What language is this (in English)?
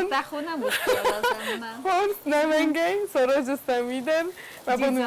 Ossetic